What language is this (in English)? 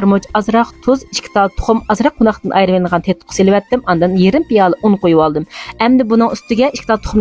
Uyghur